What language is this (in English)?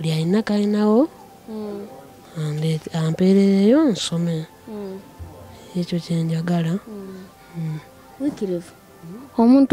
Ganda